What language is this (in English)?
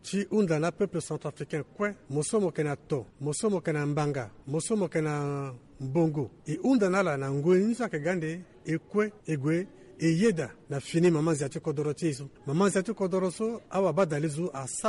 Sango